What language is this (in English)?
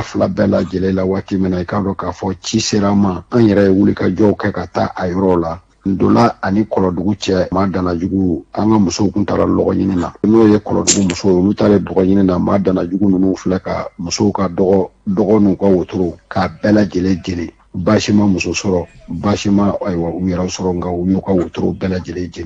Bambara